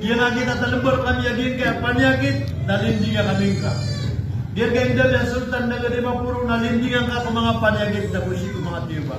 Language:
Maranao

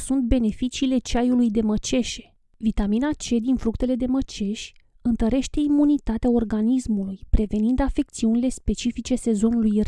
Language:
Romanian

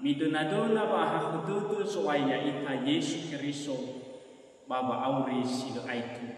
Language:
Nias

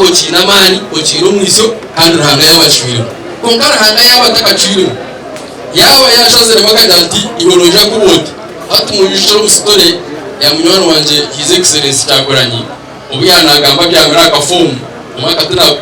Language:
Nyankole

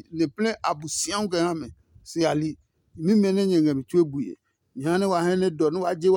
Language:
Adangme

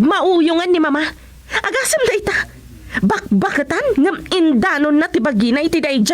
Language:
Iloko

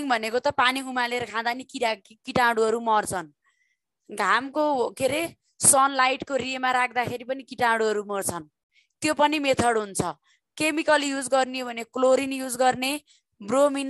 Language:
Nepali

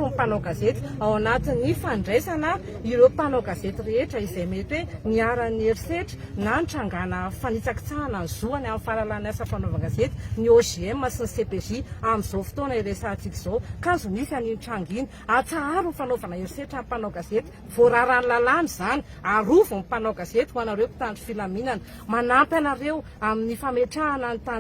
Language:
Malagasy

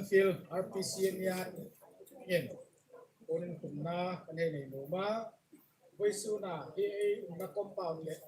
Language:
Hmar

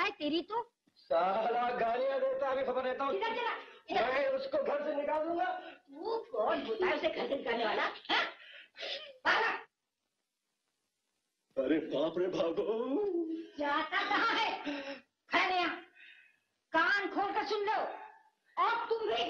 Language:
Hindi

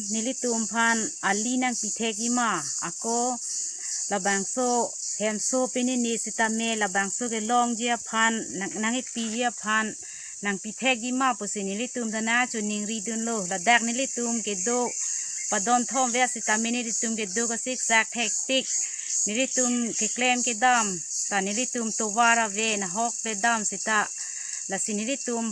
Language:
Karbi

